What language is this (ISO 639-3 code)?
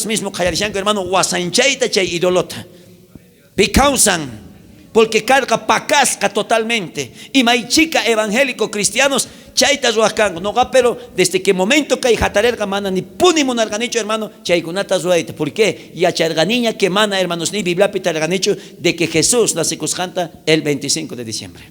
quh